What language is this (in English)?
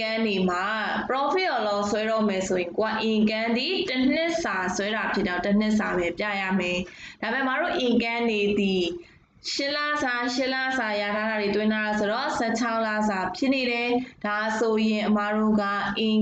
Burmese